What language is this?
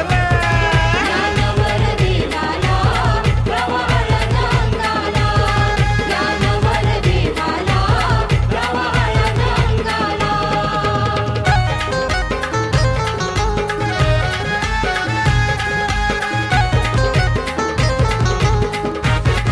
Marathi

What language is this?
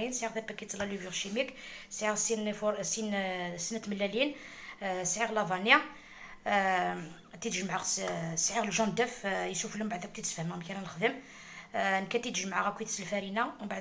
Algerian Arabic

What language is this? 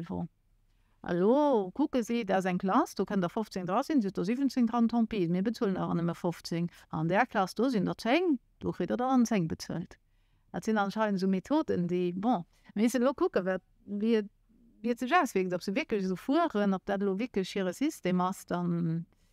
Luxembourgish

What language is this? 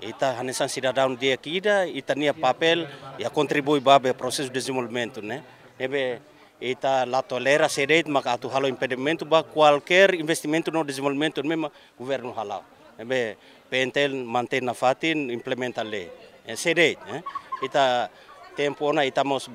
Tetum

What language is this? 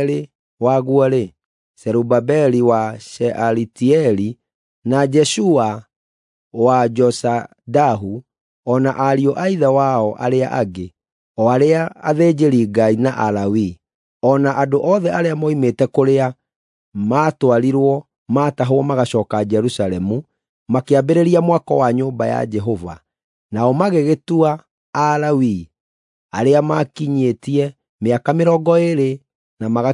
Kikuyu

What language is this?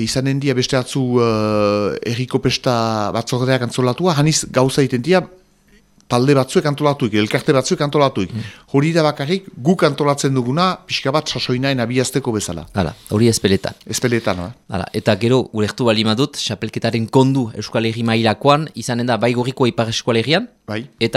Basque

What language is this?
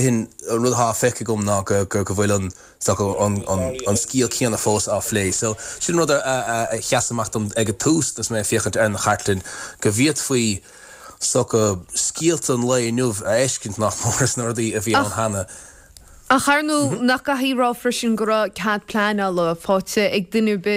Irish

